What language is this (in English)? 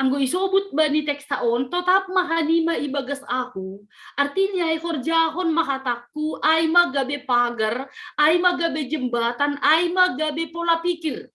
Batak Simalungun